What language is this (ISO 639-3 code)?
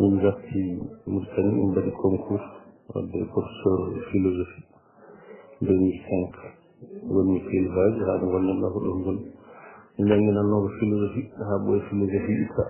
ful